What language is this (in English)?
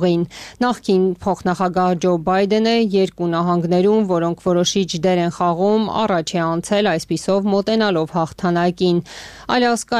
Armenian